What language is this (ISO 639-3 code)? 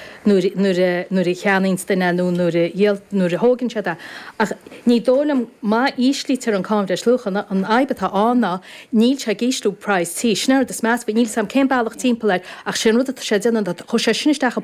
gle